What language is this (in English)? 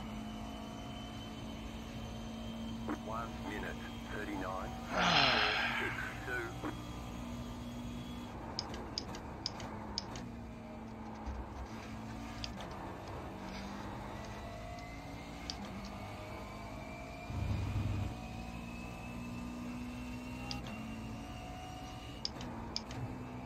English